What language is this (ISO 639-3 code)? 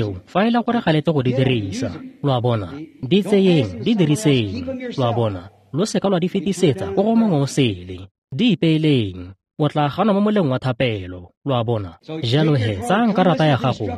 tsn